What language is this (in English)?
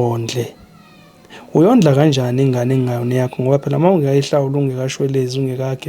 Zulu